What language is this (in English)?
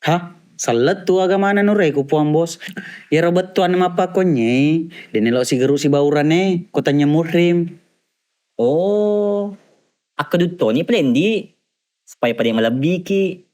Buginese